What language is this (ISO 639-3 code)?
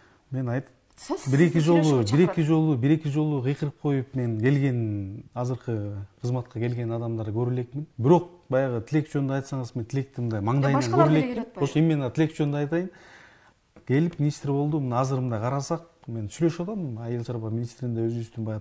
kir